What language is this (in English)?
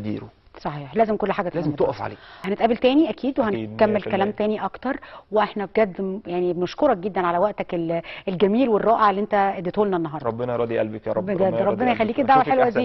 Egyptian Arabic